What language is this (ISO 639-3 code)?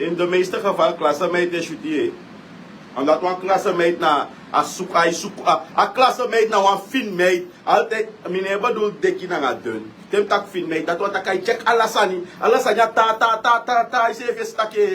srn